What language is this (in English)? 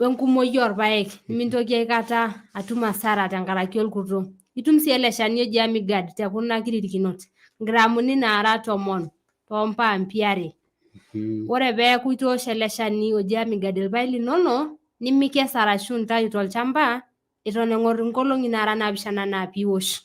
Masai